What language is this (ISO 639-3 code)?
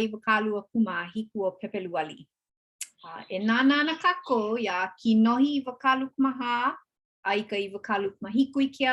haw